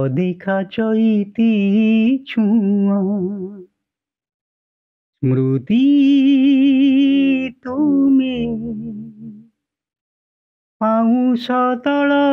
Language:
Odia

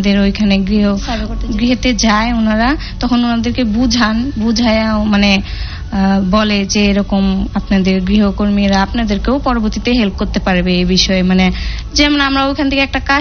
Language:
Bangla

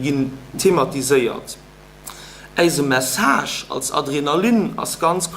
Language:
Luxembourgish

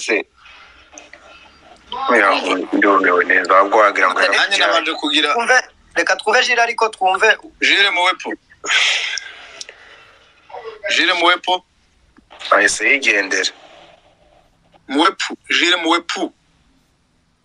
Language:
Kinyarwanda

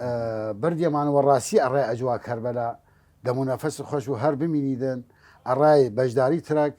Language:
Southern Kurdish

